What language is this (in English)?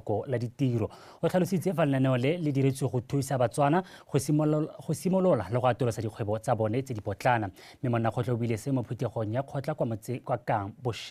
Tswana